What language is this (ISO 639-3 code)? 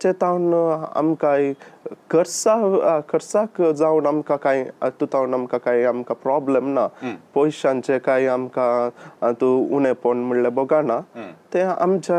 kok